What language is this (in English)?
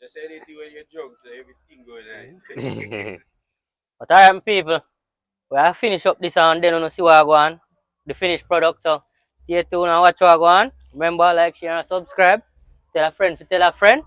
Jamaican Creole English